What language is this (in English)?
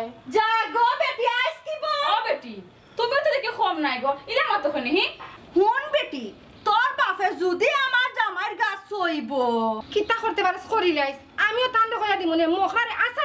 Sylheti